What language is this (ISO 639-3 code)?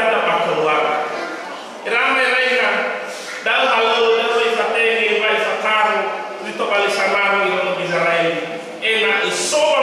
nia